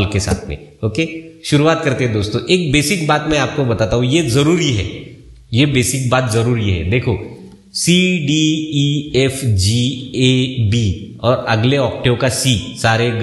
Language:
Hindi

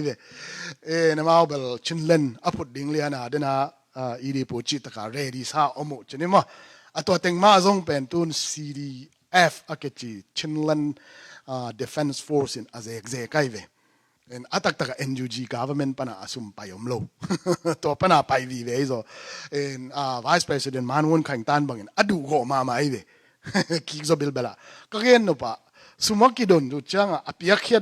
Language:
Tedim Chin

